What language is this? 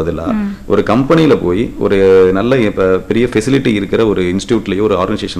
Tamil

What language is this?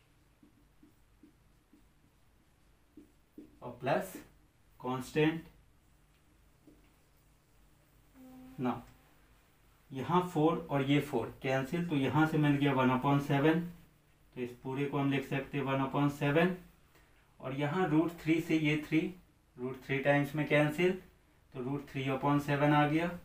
Hindi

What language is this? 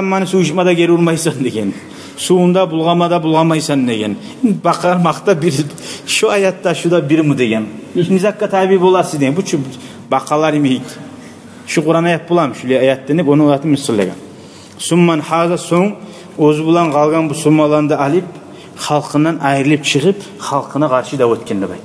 Kumyk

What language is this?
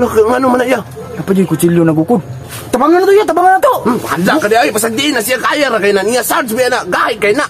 Cebuano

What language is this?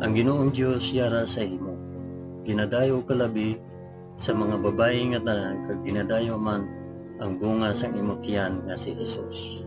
Hiligaynon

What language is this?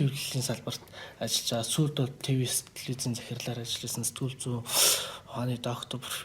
Mongolian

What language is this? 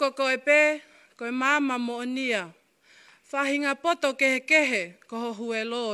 Tongan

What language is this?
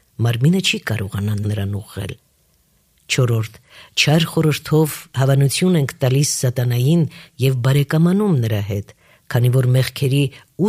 Armenian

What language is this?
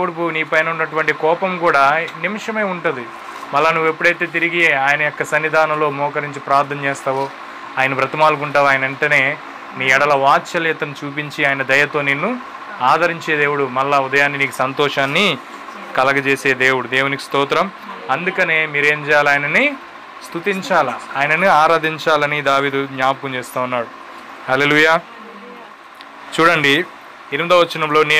Telugu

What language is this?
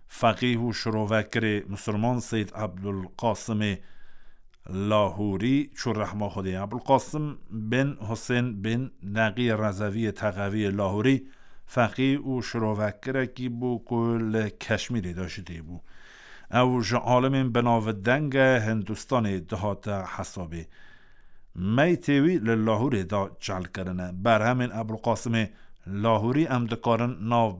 Kurdish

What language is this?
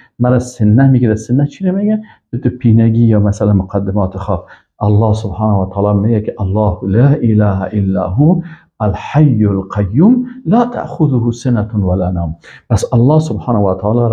Persian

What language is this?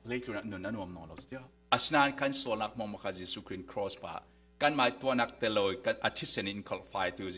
Falam Chin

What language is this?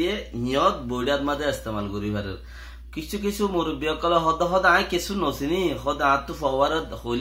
Rohingya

